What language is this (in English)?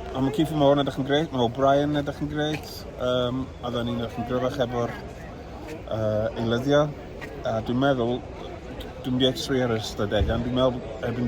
Welsh